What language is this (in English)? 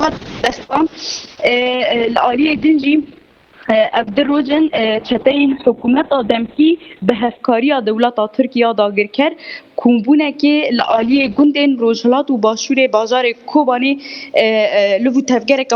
Kurdish